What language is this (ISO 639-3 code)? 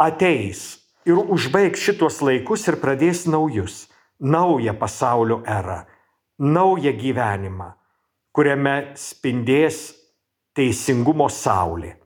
lit